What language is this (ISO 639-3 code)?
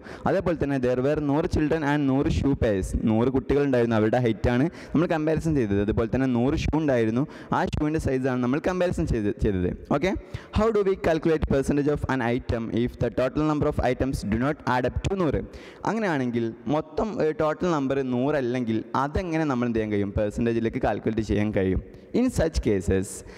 mal